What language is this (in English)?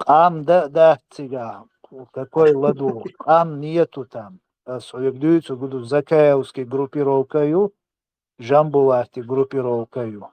Chechen